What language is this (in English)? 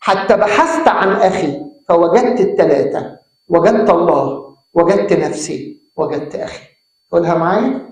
Egyptian Arabic